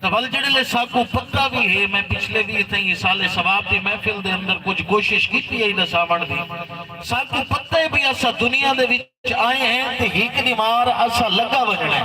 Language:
Saraiki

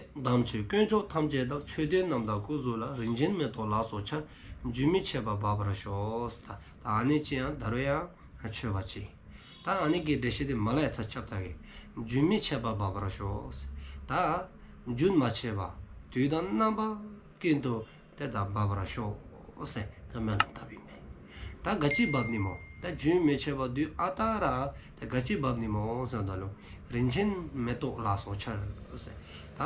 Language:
Dzongkha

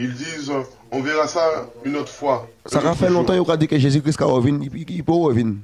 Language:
Guadeloupean Creole French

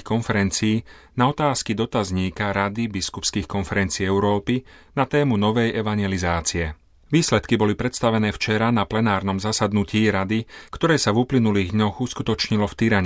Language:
Slovak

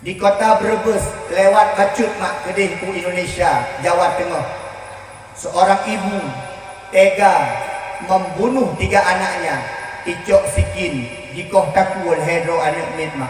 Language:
Achinese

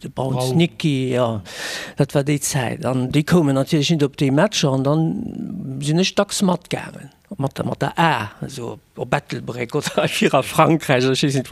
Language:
Luxembourgish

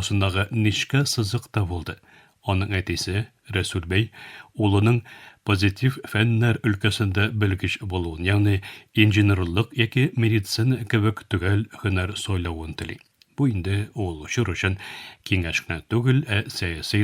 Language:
Tatar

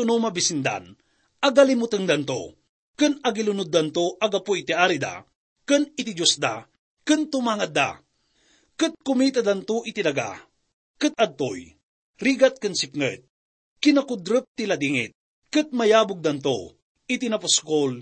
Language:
Iloko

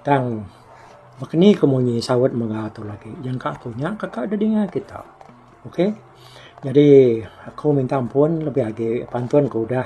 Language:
Iban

